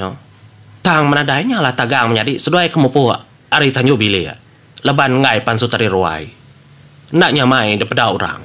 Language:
Iban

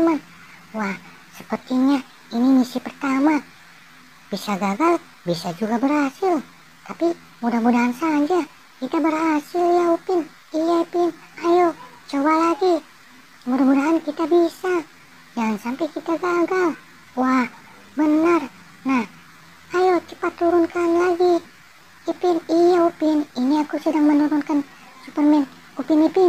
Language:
Indonesian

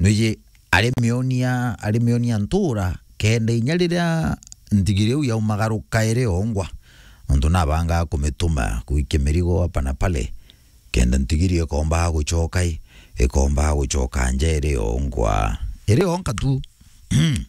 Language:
Meru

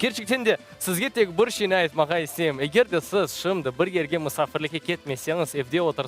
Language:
Crimean Tatar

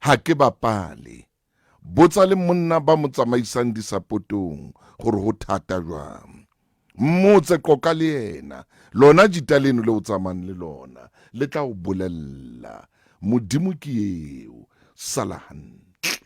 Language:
Southern Sotho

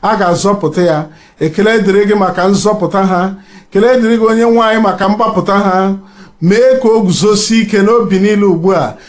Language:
Igbo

